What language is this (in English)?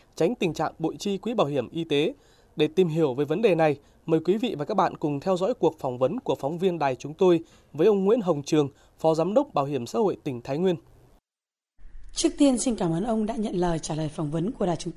Vietnamese